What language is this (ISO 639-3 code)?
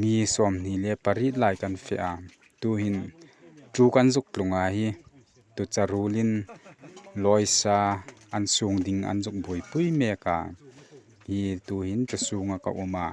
hmr